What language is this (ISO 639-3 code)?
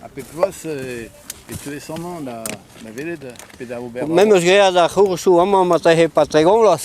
bre